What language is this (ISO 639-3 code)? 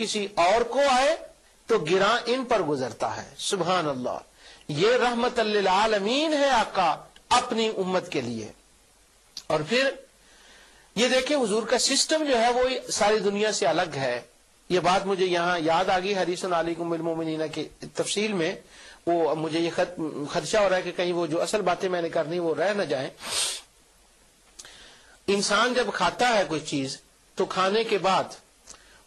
urd